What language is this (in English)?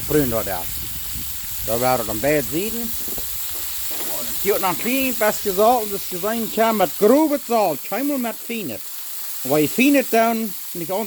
Plautdietsch